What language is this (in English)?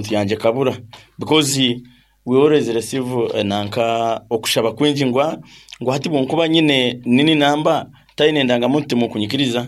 Nyankole